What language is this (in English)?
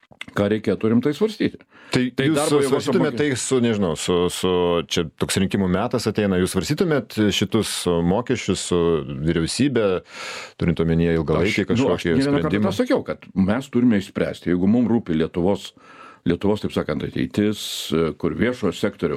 Lithuanian